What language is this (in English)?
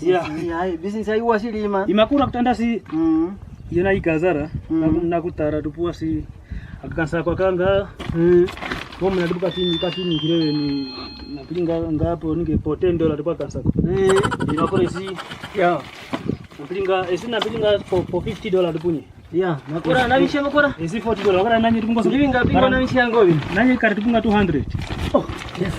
Kwangali